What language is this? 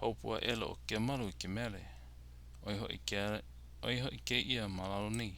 Hawaiian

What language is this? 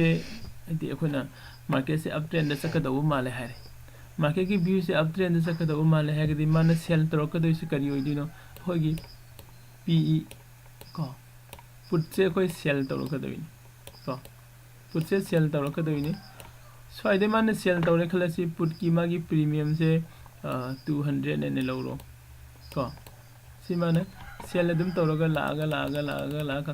Manipuri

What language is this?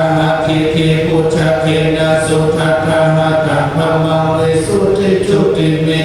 Pali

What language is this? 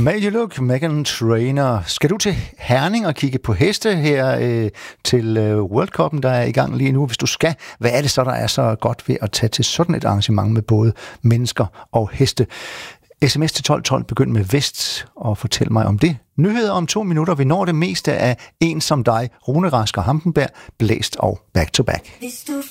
Danish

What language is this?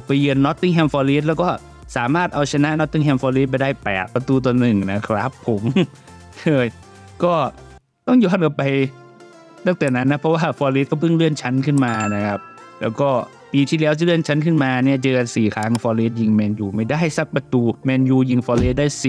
Thai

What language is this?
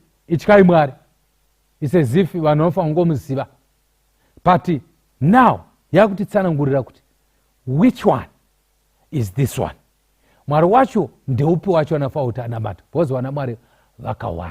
Shona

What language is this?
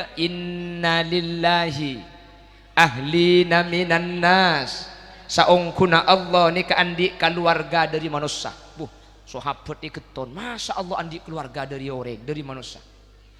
Madurese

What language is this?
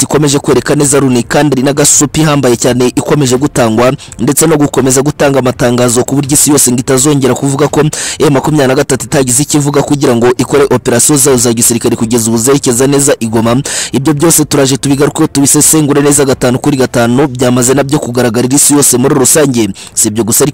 Kinyarwanda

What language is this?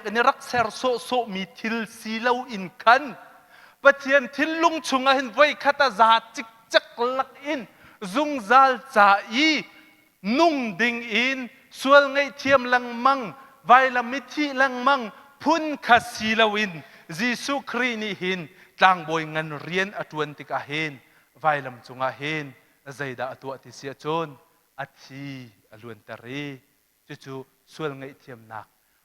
Hakha Chin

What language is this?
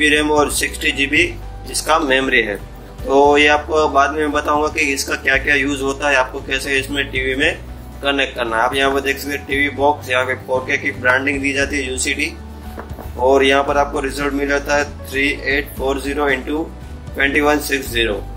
Hindi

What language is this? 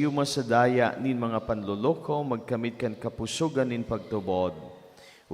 Bikol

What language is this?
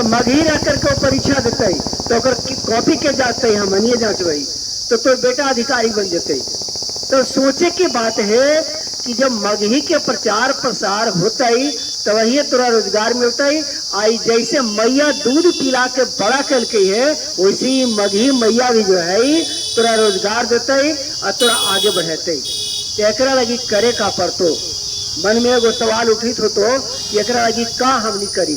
Magahi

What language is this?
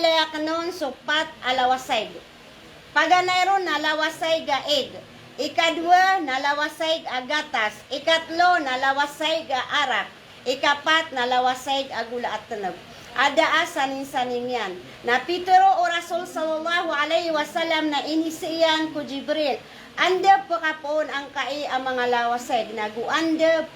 Maranao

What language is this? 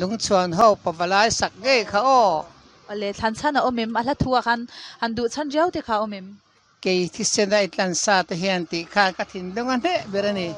Mizo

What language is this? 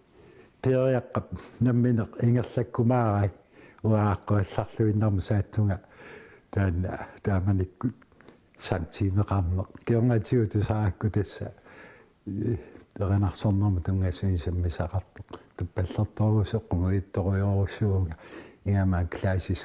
Kalaallisut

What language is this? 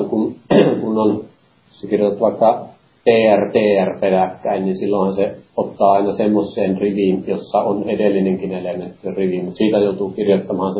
Finnish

